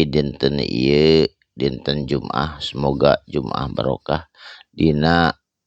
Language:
Sundanese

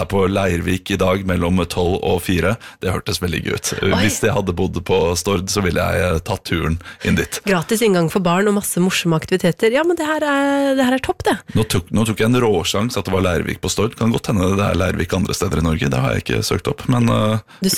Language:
Norwegian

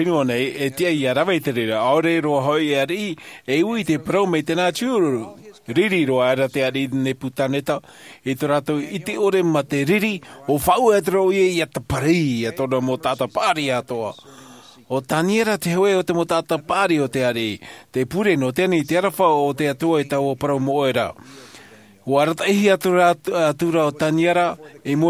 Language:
Tahitian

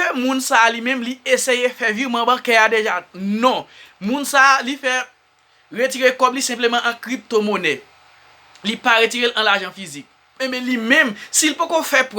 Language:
Haitian Creole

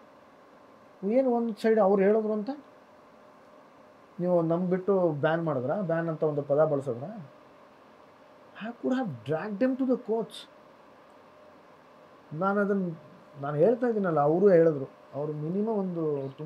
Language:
Kannada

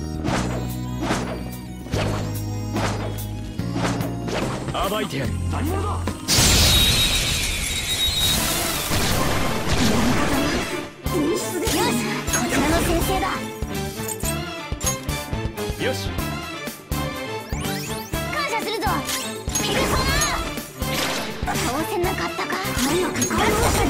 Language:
Japanese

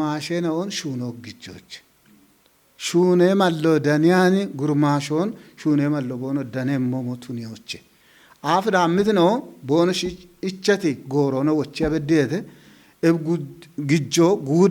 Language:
Kafa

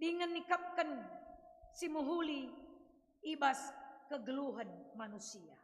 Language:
Batak Karo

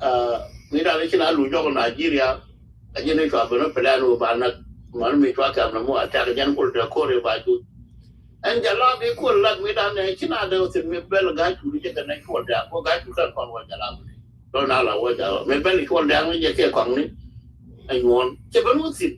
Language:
Nuer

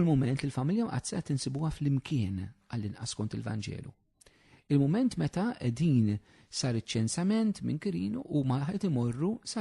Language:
Maltese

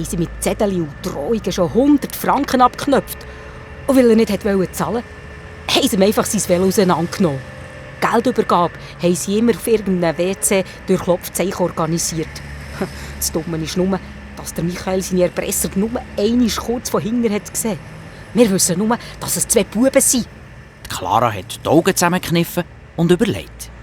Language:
Swiss German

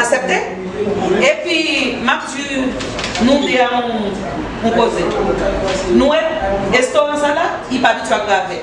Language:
Haitian Creole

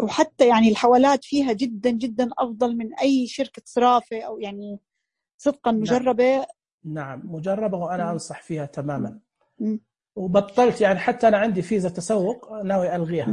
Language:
Najdi Arabic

